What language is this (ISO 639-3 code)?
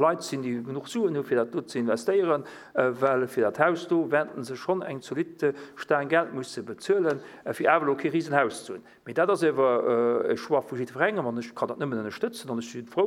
ltz